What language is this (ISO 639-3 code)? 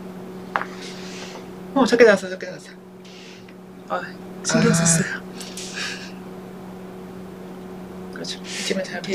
kor